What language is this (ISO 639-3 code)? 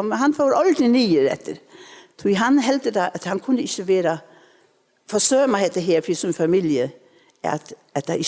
fao